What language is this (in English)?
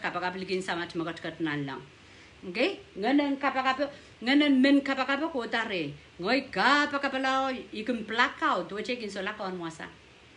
Pohnpeian